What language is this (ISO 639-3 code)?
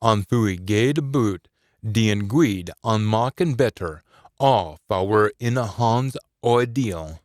sco